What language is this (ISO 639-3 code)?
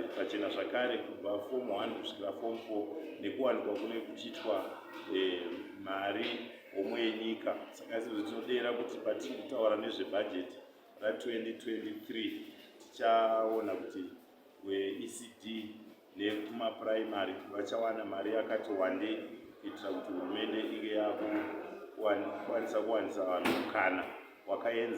sna